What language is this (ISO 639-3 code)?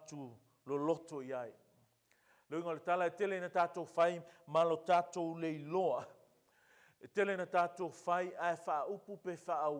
smo